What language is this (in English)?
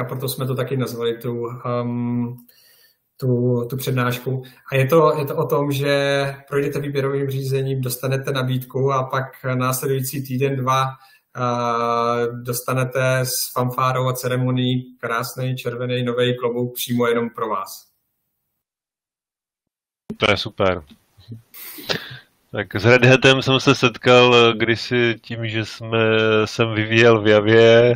Czech